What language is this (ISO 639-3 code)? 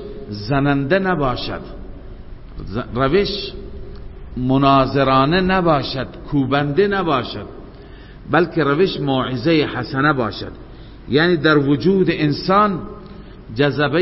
fas